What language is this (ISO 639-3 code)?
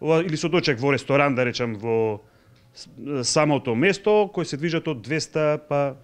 mkd